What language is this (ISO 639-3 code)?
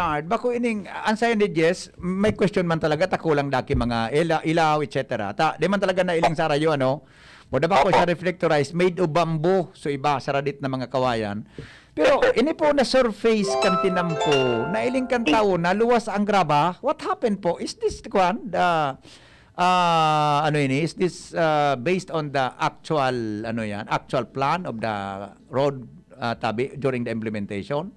bik